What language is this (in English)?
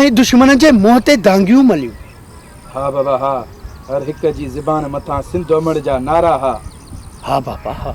Sindhi